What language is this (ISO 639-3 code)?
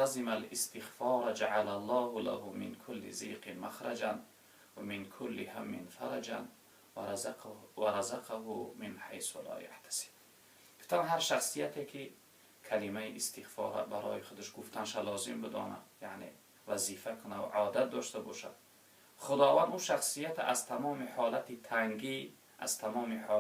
tgk